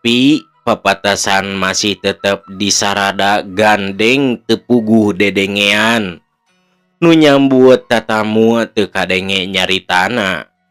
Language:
Sundanese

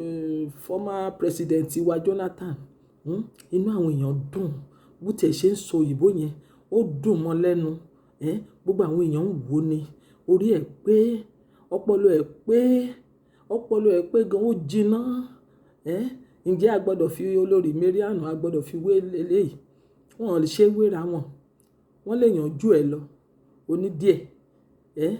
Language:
Yoruba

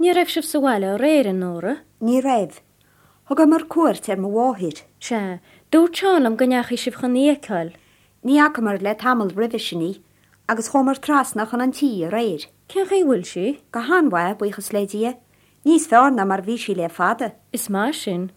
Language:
Irish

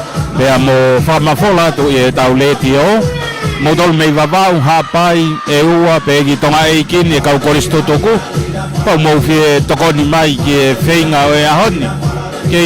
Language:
Tongan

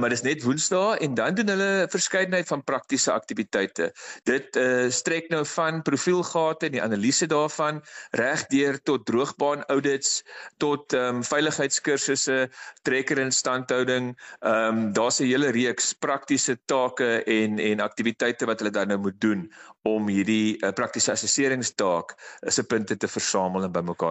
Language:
Afrikaans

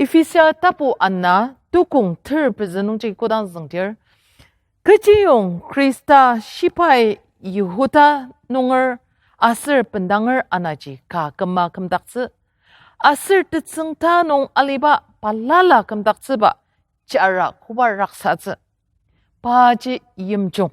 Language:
Ao Naga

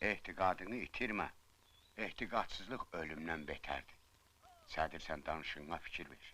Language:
Azerbaijani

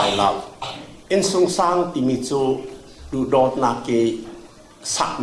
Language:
Falam Chin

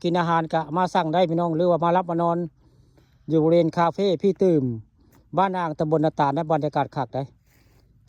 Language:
Northeastern Thai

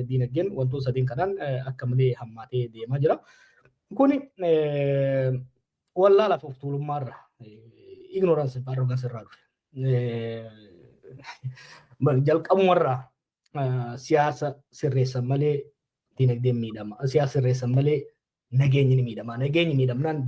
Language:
Oromo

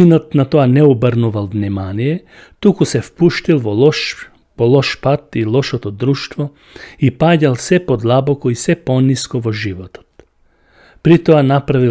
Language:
Macedonian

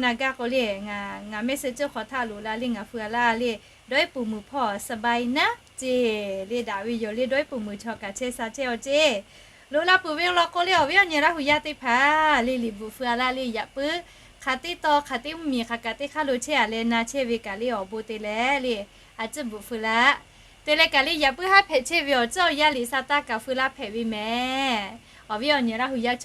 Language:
Lahu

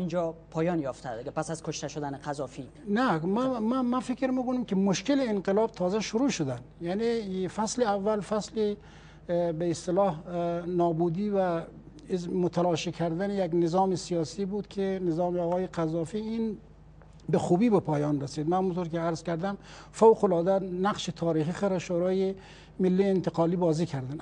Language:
Persian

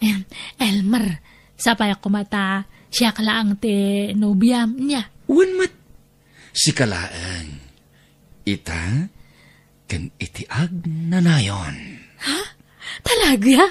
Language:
Iloko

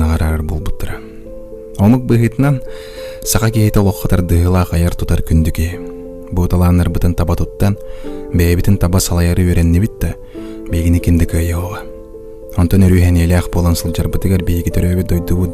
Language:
Yakut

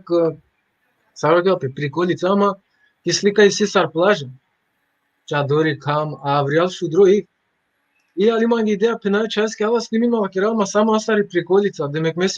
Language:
Balkan Romani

